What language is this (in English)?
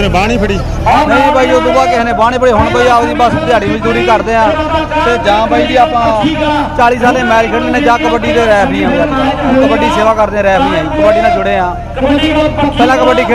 Punjabi